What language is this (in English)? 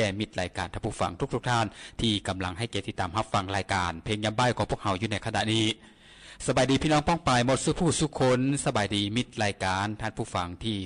Lao